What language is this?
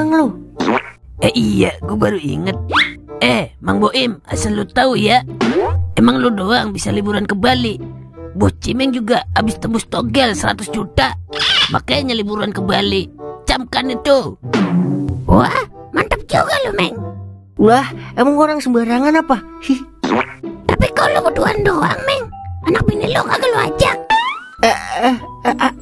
Betawi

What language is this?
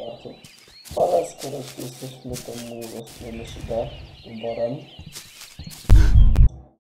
Polish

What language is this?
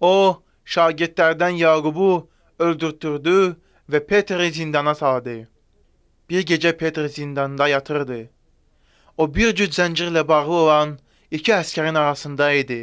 Azerbaijani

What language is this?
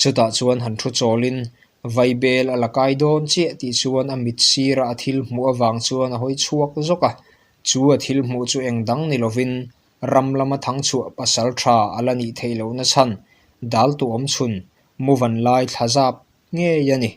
Mizo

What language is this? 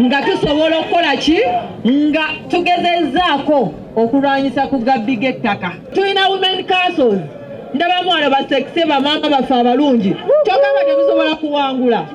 Ganda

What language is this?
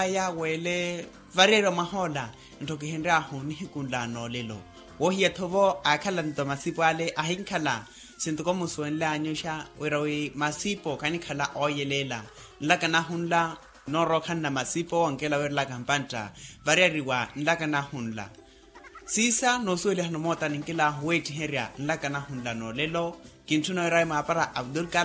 Makhuwa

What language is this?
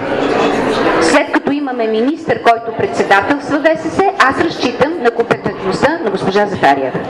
Bulgarian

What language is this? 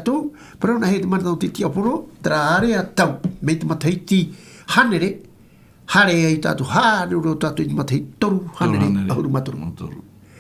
Tahitian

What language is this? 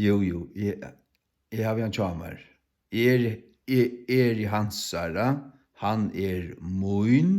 Faroese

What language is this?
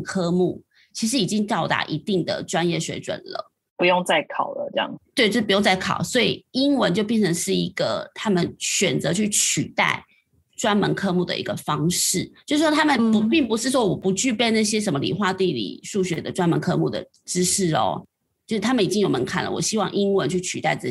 Chinese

